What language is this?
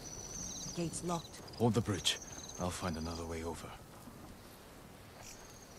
English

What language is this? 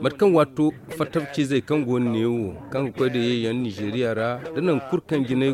Zarma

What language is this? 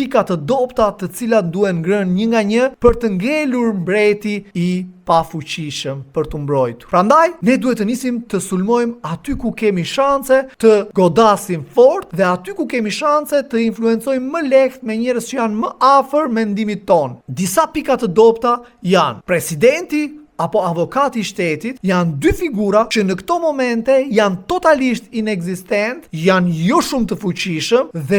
Albanian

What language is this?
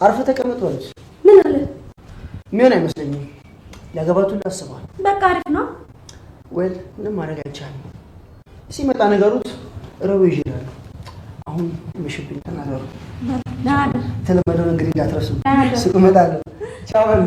Amharic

